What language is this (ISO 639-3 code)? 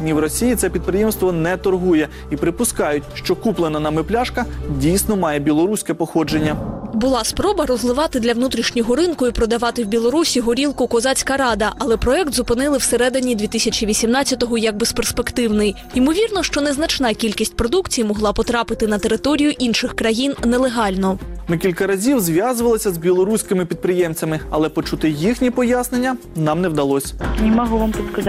ukr